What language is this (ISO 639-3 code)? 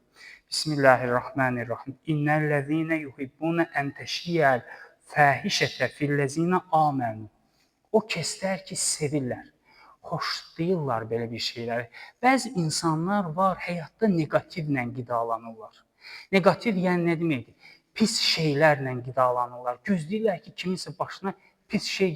aze